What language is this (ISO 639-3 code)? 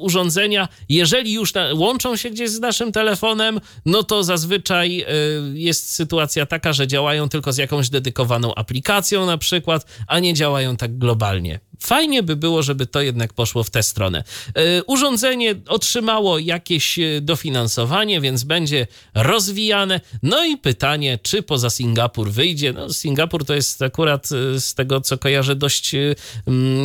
pol